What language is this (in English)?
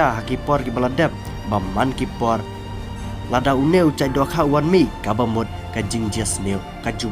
Khasi